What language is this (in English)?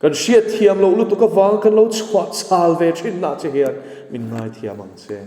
Mizo